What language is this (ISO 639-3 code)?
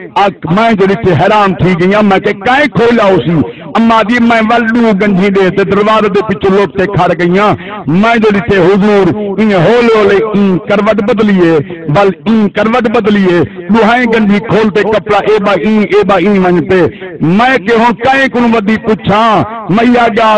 skr